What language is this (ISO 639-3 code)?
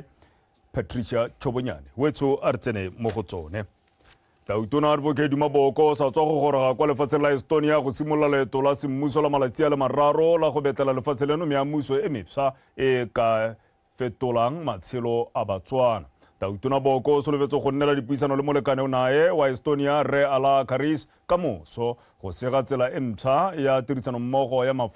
tsn